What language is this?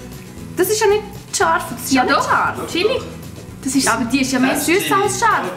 Swiss German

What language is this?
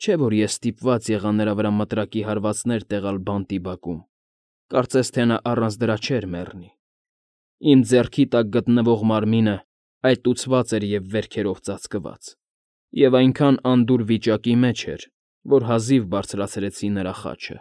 Armenian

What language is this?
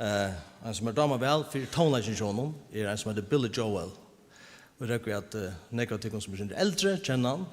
Faroese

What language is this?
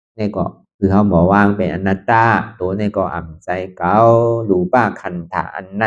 Shan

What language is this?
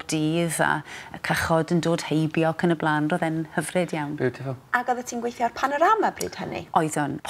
Welsh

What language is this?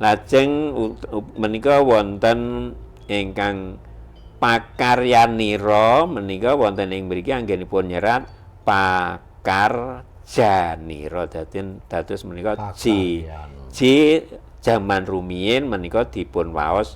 Javanese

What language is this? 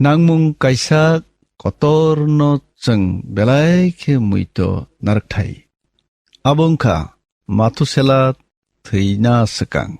Kok Borok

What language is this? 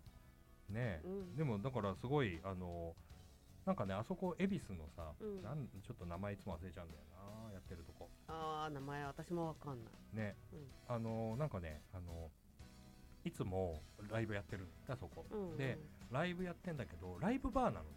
Japanese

